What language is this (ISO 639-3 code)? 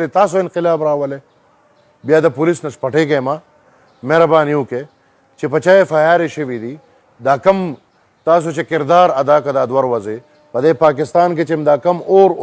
pus